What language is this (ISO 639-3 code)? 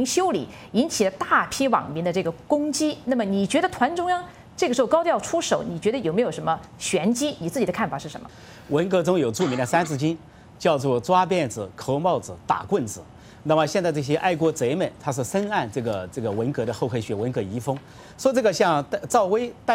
zho